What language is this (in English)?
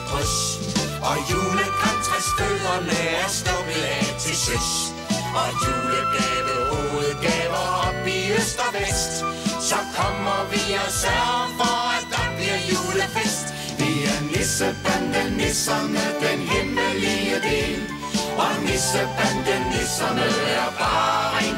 Danish